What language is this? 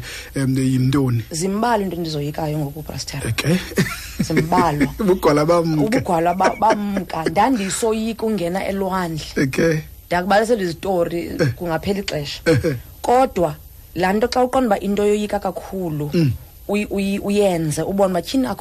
Xhosa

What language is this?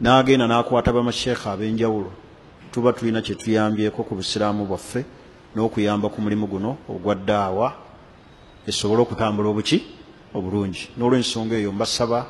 Ganda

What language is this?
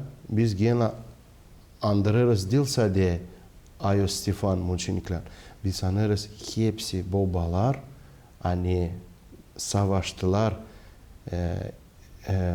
Gagauz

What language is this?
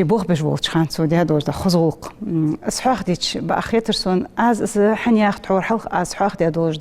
Ingush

